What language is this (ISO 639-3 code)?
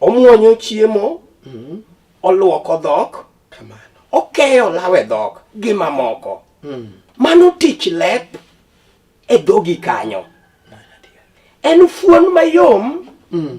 luo